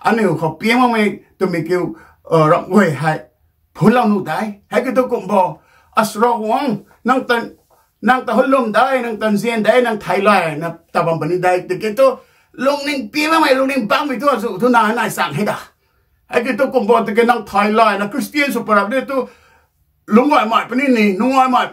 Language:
Rongmei Naga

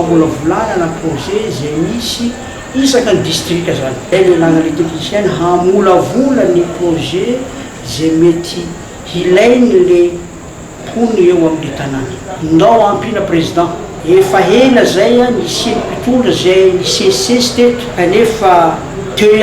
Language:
Malagasy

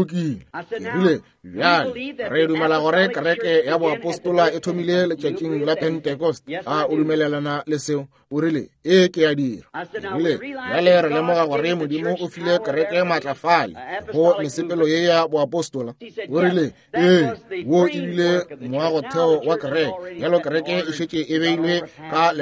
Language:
Northern Sotho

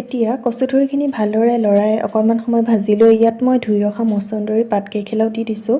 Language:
Assamese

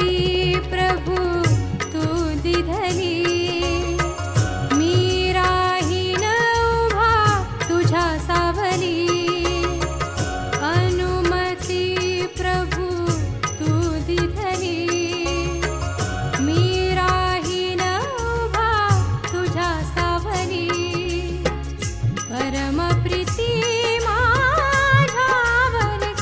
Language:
Marathi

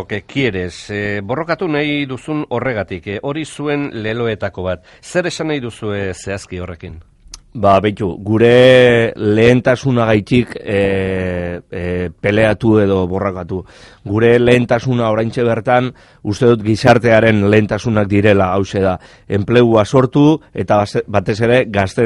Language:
Basque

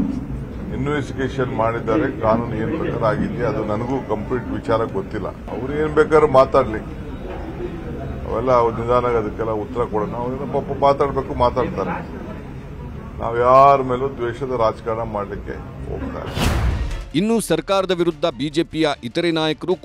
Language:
Kannada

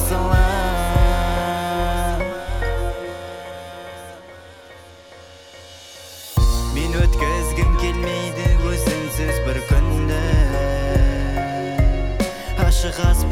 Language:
Kazakh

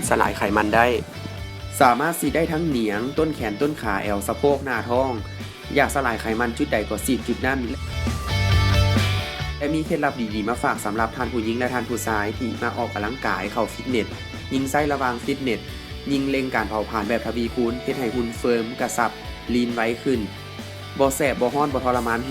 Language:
Lao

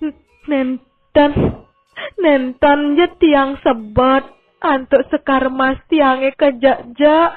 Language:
Balinese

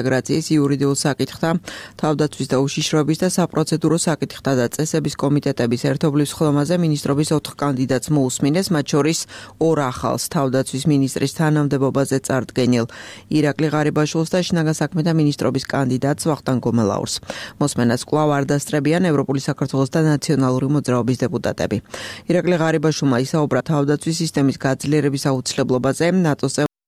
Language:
Georgian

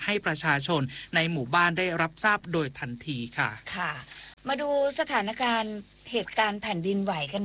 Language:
Thai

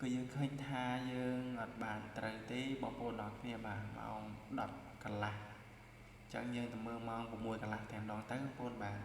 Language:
Khmer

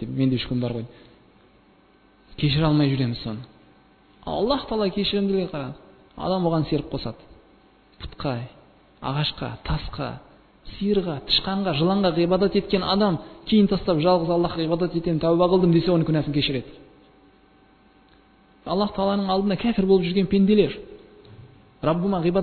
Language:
Kazakh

